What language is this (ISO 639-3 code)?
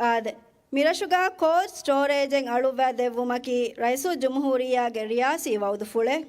div